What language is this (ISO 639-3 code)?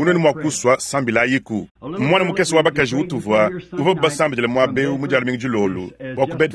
lua